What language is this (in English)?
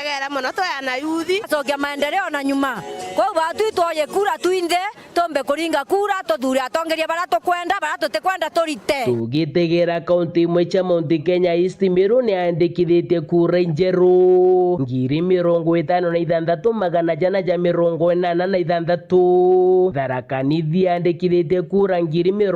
Meru